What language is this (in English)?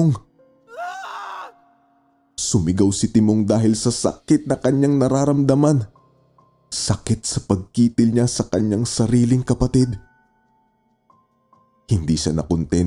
Filipino